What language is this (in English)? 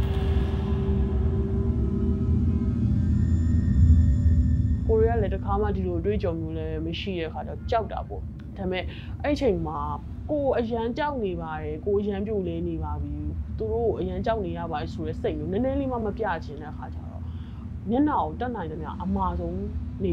Burmese